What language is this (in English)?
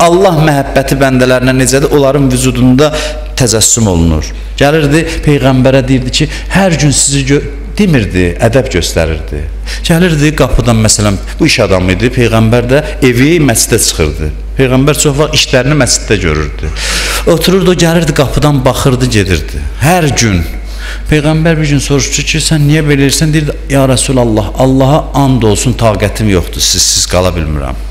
Azerbaijani